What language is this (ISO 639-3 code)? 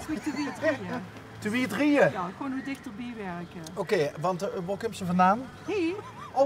lim